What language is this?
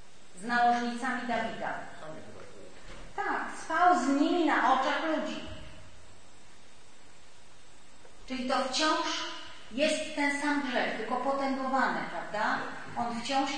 Polish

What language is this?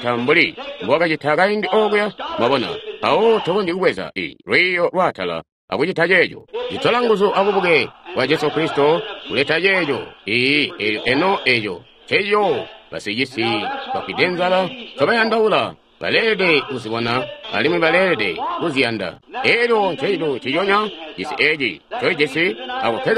Tonga (Zambia)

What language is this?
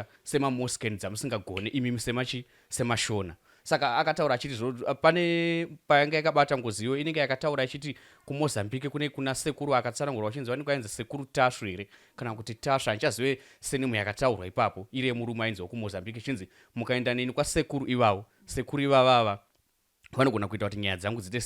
Shona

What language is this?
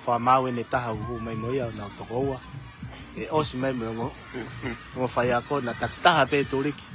Tongan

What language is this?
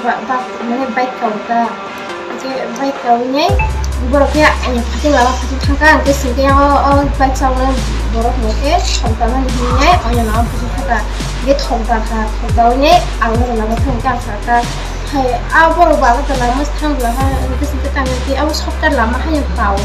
Kok Borok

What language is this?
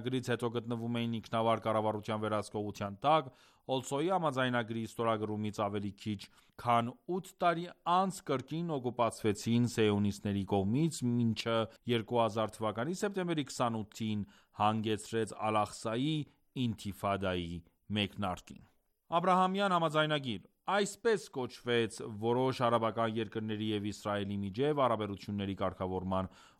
Armenian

